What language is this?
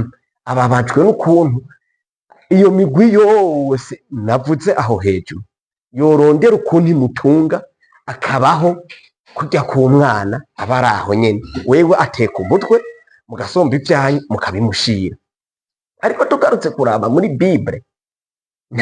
Rundi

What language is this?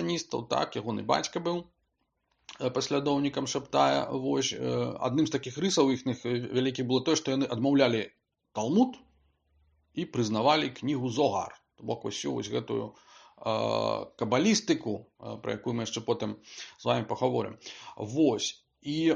Belarusian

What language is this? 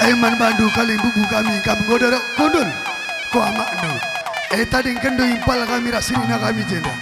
Batak Karo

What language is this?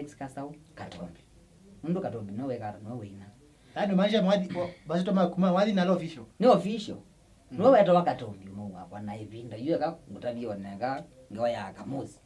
Kamba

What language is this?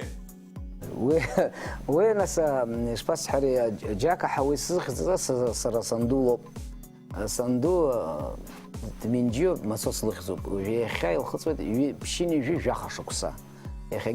Abkhazian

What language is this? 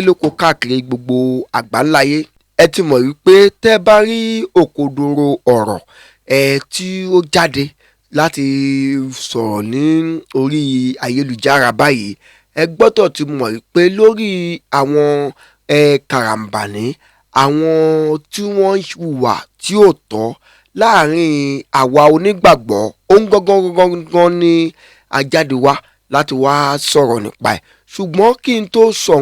Yoruba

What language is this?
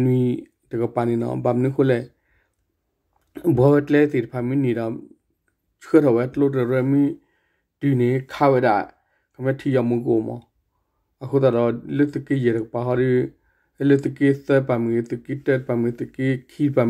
S'gaw Karen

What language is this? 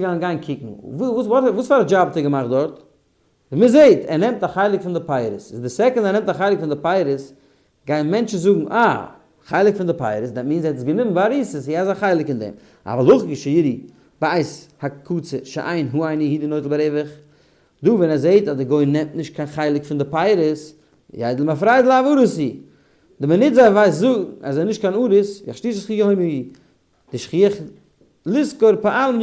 Yiddish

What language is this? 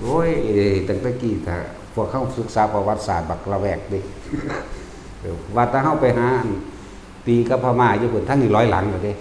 Lao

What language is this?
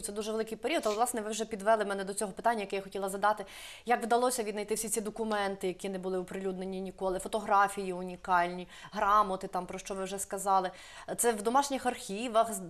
Ukrainian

